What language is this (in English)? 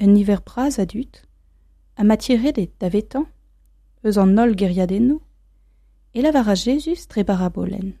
Breton